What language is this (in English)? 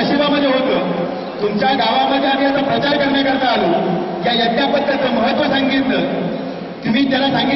Marathi